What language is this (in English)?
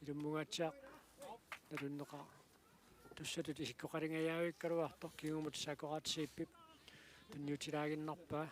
Kalaallisut